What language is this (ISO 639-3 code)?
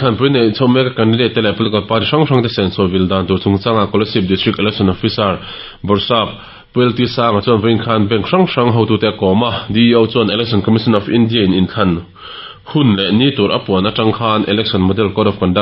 lus